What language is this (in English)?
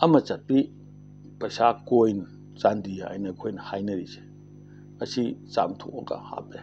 Manipuri